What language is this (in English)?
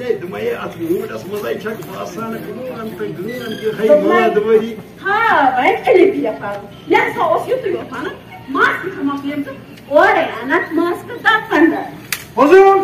Kashmiri